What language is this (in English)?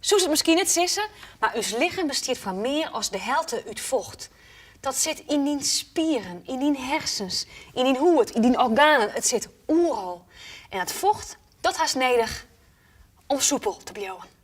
Western Frisian